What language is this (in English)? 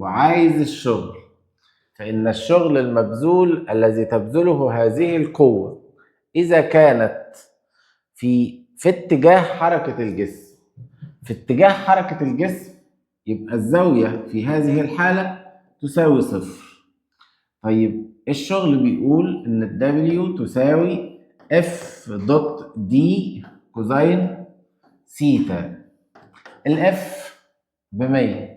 Egyptian Arabic